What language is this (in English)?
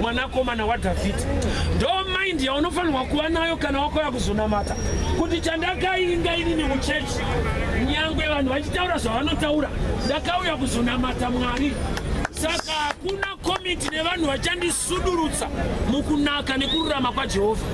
Shona